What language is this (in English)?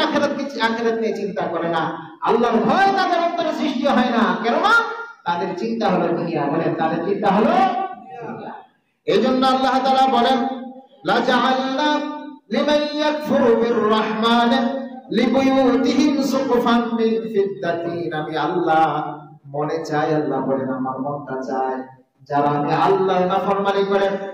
Bangla